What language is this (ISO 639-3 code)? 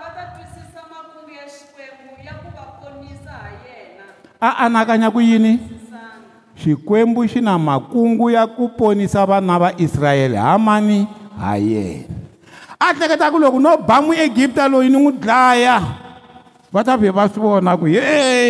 tso